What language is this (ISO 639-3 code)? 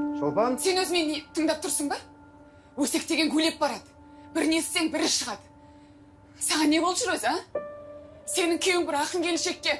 kaz